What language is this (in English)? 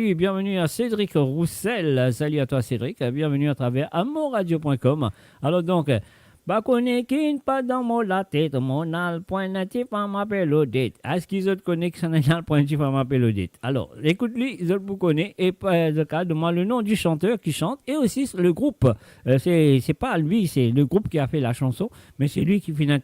Morisyen